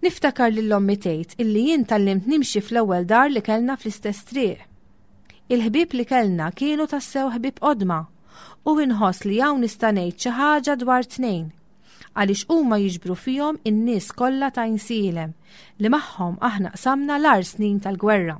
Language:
Maltese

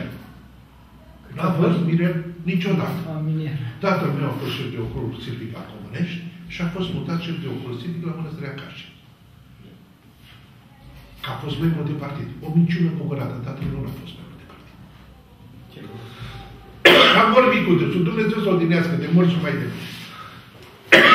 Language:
Romanian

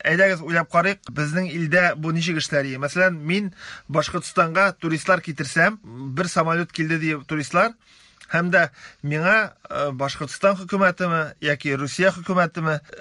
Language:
Tatar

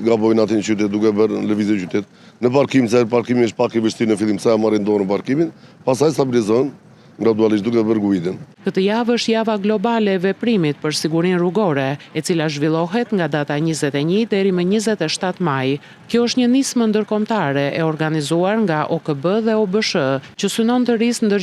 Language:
Albanian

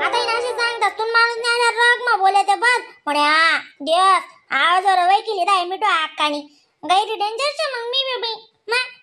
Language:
Khandesi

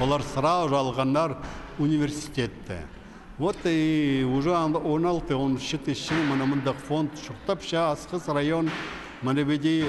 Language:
Khakas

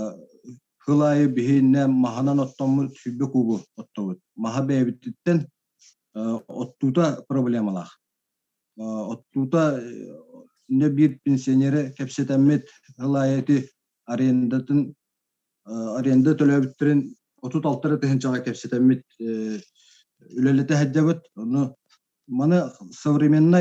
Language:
Yakut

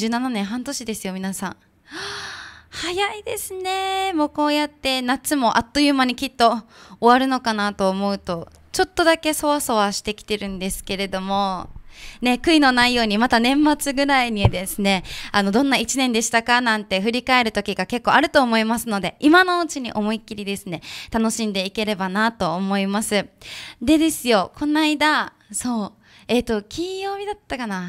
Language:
Japanese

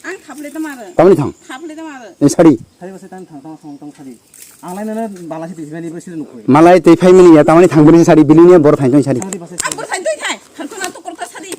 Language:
Riang (India)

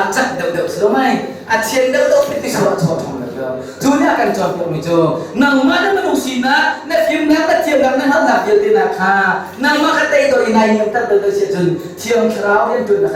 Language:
Hakha Chin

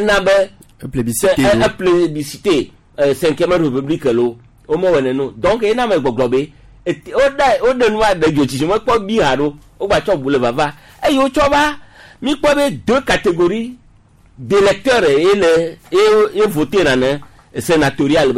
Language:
Gen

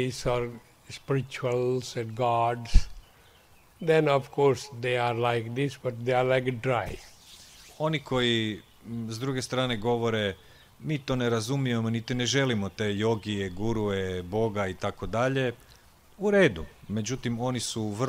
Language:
Croatian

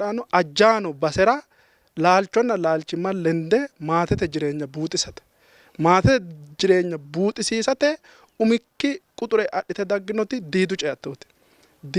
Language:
Sidamo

